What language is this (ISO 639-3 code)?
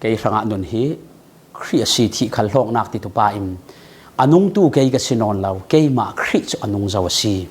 cfm